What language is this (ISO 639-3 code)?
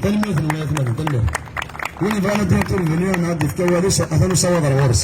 kab